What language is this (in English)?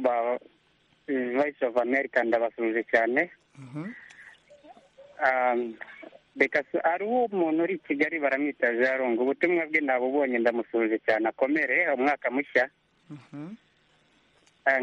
Kinyarwanda